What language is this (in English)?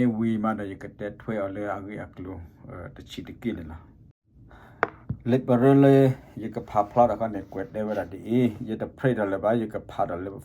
S'gaw Karen